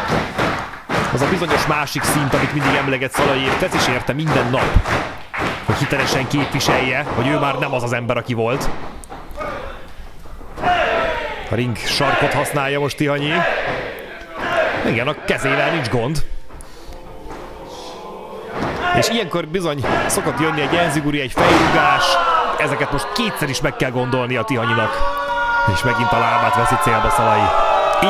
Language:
Hungarian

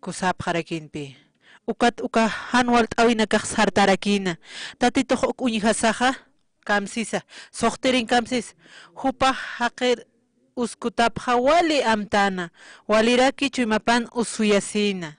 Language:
Aymara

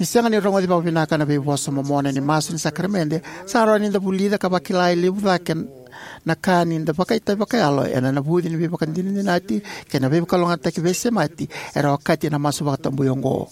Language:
Fijian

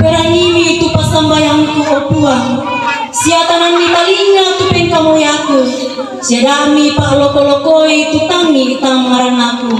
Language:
Toraja-Sa'dan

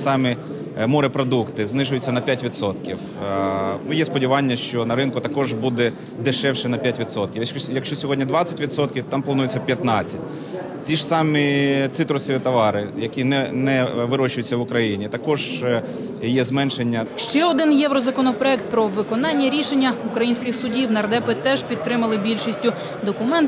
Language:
Ukrainian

